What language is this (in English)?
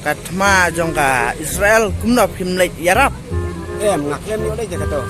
Khasi